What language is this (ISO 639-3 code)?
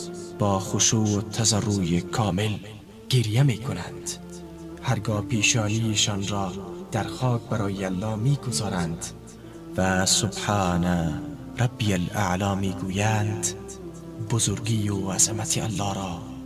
tgk